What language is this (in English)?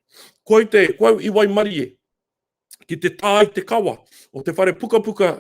Māori